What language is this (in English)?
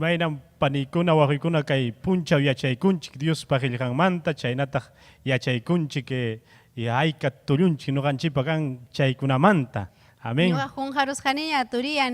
Ayacucho Quechua